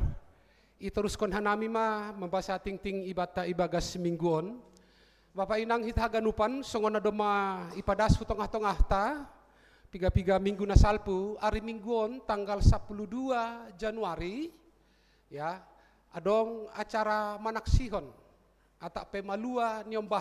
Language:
Batak Simalungun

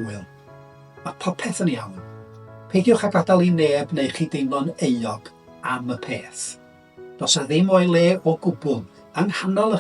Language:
Welsh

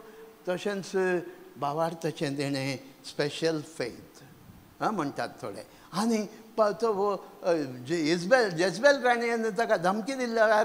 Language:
Konkani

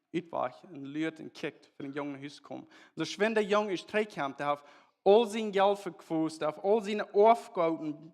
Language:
Plautdietsch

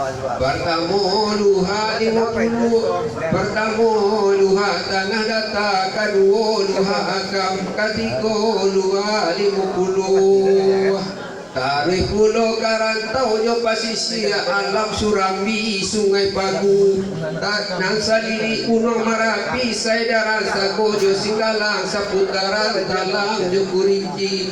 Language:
Minangkabau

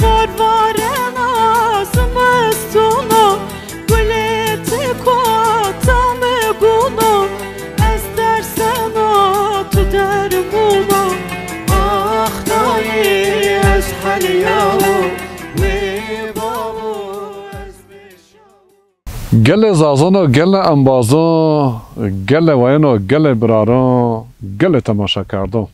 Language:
Zaza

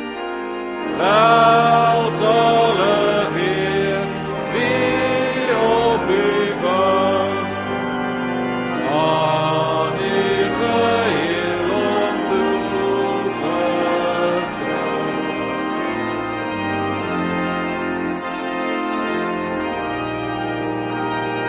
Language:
Afrikaans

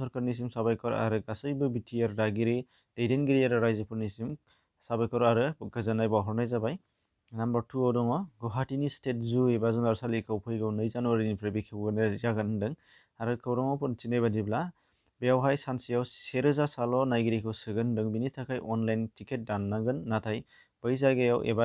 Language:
Bodo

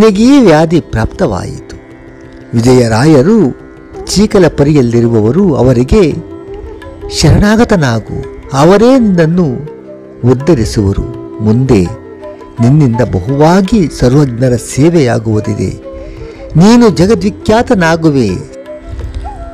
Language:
Kannada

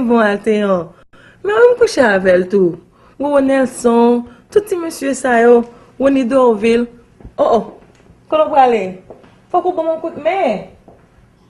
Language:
Haitian Creole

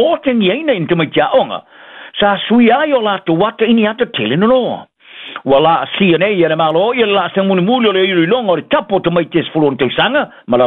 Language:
Samoan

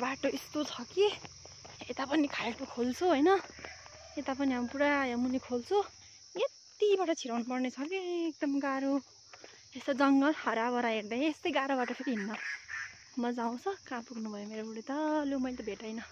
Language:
Nepali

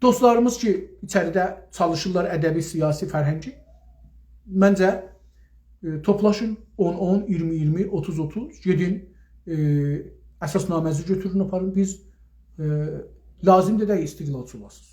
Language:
South Azerbaijani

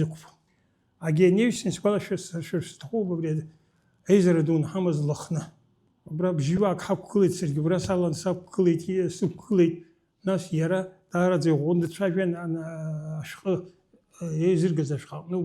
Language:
Abkhazian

